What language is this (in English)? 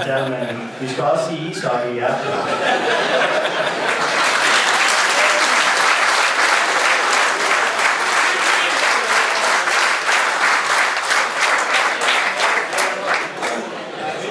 Danish